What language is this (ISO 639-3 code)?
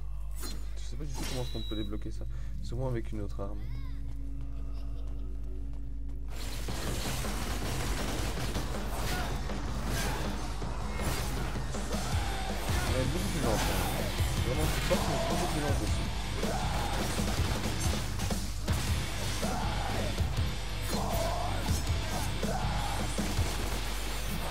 fra